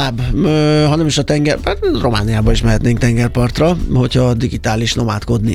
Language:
Hungarian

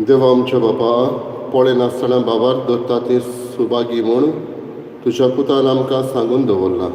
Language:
Konkani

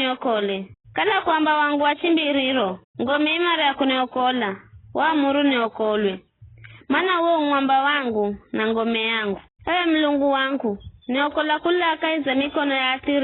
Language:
Giryama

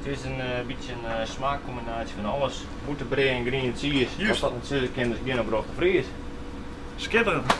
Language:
Western Frisian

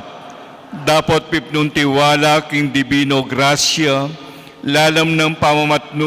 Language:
Pampanga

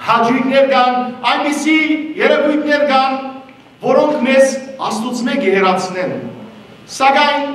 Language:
Western Armenian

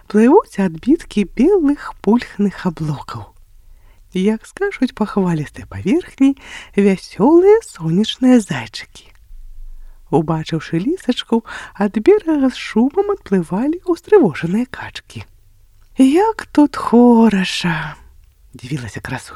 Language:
Belarusian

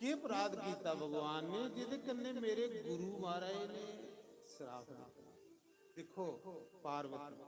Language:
Dogri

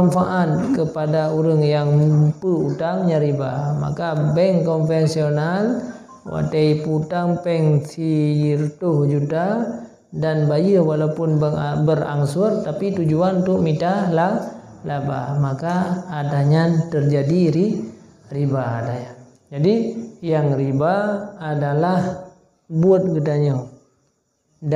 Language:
Achinese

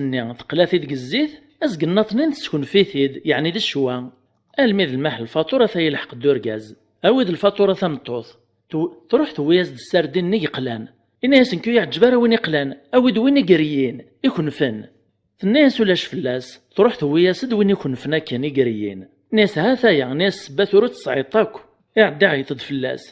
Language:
Kabyle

